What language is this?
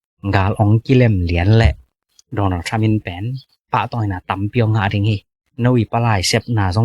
Tedim Chin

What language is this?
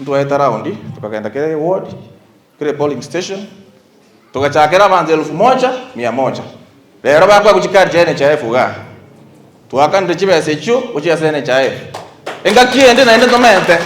Gusii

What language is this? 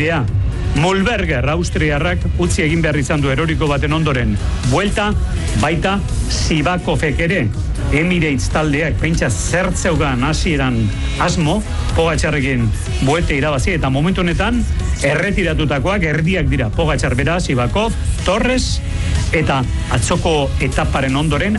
Basque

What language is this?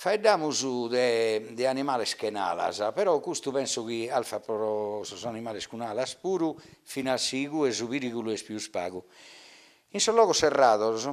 Sardinian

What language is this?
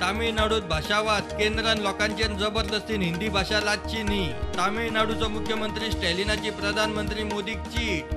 Konkani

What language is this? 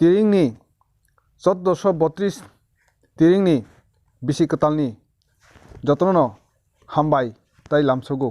Kok Borok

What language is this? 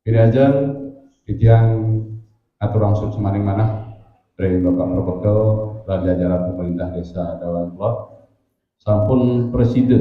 Balinese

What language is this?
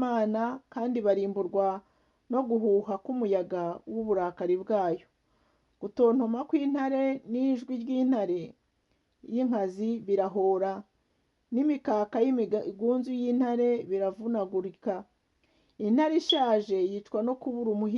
Kinyarwanda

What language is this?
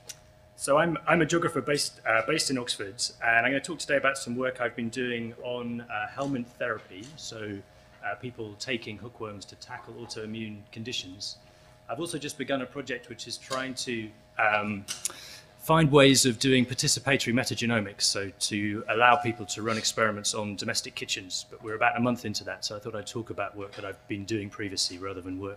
English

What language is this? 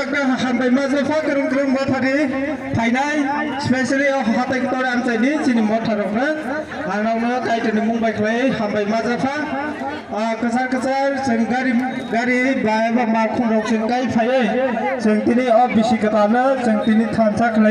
Kok Borok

